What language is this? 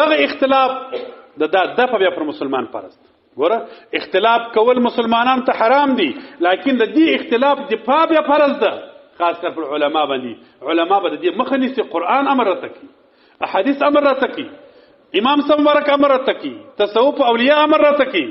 Pashto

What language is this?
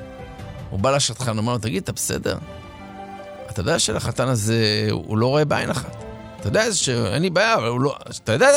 Hebrew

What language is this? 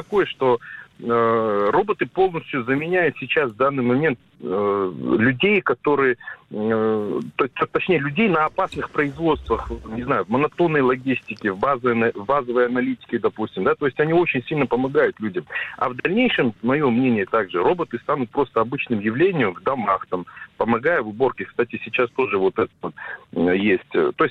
Russian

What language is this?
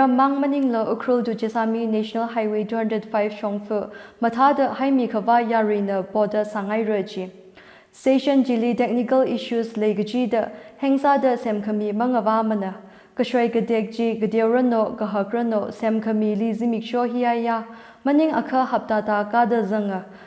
Tangkhul Naga (India)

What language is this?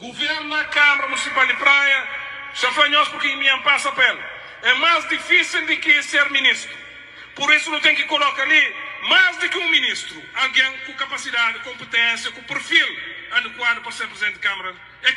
Kabuverdianu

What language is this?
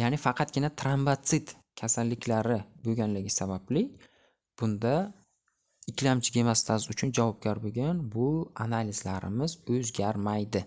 Uzbek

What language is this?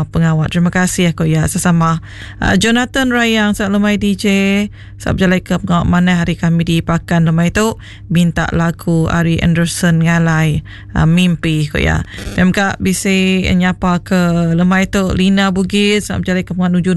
Iban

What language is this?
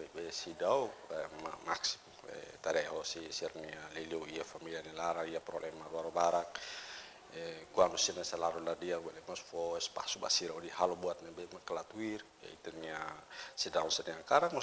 Tetum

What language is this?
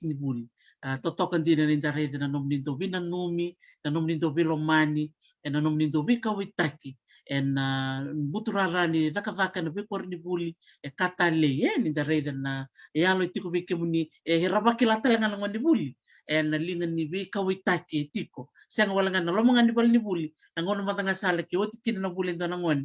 Fijian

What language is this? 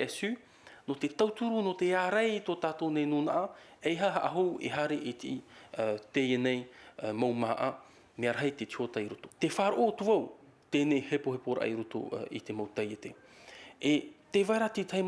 Tahitian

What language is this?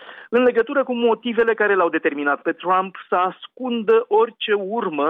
Romanian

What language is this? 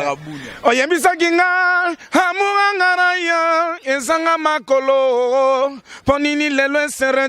Lingala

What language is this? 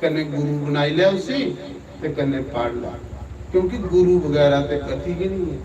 Dogri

